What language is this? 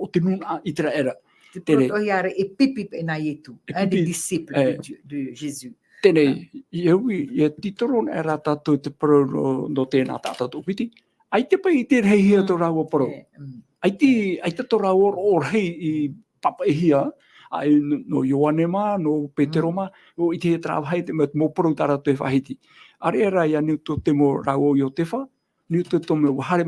Tahitian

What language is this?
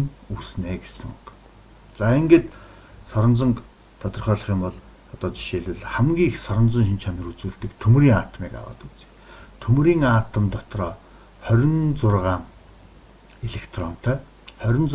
Mongolian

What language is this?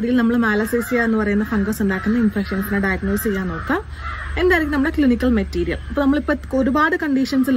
Malayalam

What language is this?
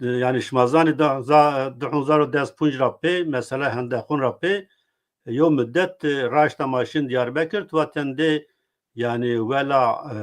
Zaza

